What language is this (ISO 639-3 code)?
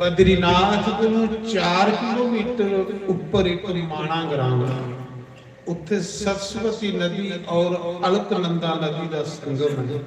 doi